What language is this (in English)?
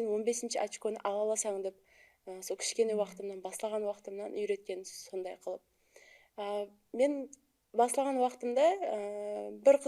Kara-Kalpak